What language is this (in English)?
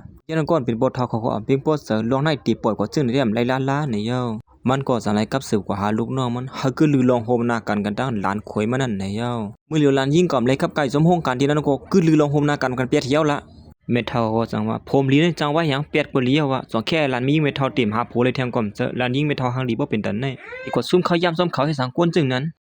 Shan